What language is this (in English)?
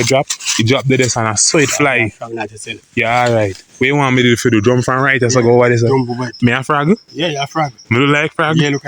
Jamaican Creole English